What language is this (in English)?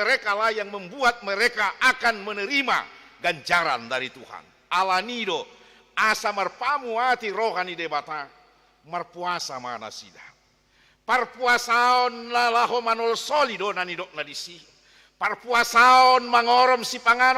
Batak Toba